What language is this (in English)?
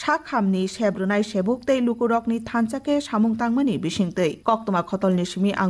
Kok Borok